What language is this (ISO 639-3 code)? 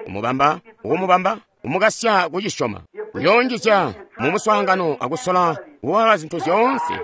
toi